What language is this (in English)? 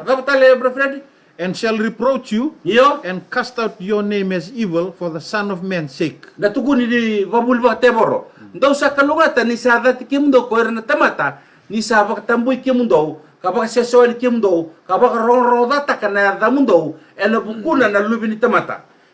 Fijian